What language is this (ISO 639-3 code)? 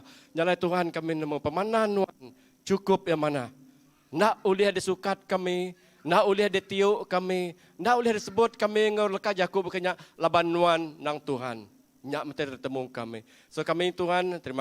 iba